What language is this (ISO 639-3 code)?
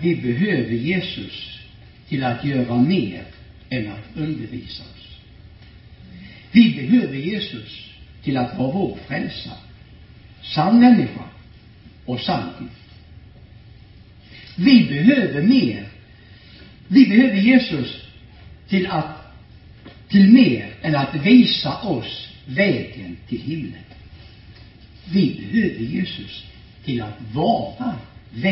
swe